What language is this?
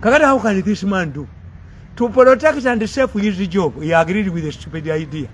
Ganda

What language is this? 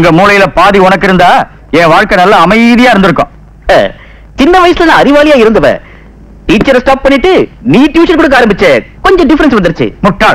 Tamil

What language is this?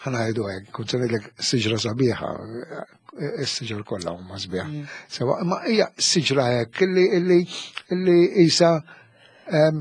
Maltese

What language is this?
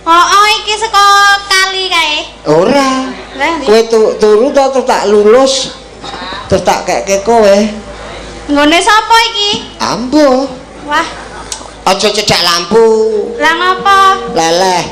Javanese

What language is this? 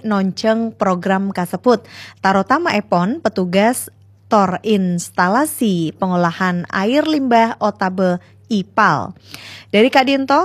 Madurese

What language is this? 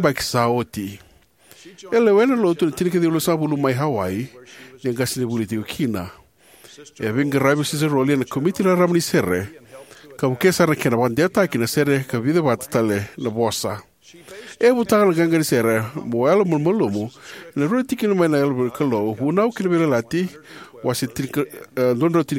Fijian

